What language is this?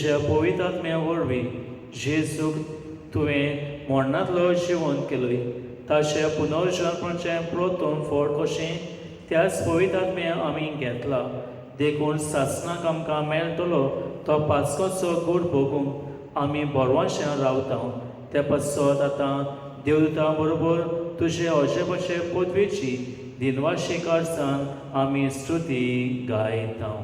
Konkani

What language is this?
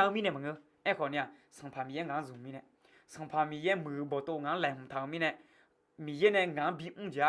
Akha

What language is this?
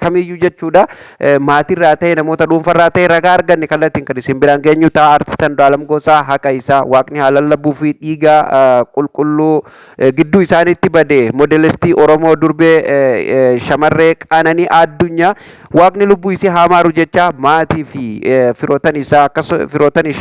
Oromo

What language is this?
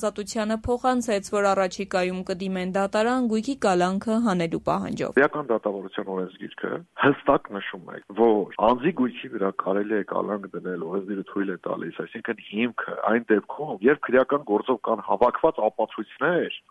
Armenian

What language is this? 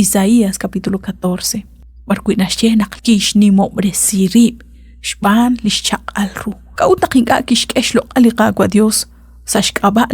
Kekchí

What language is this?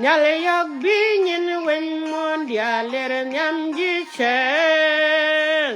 Nuer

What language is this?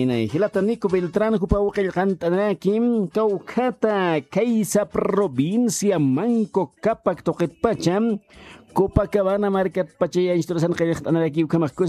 Aymara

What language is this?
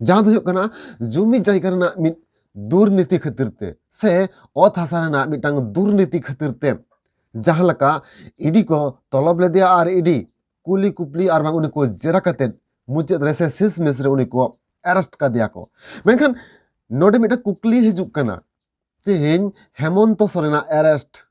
Santali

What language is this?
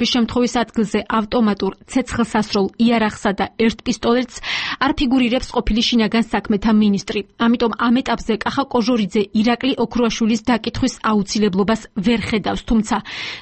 Georgian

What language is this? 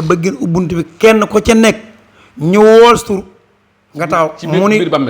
Wolof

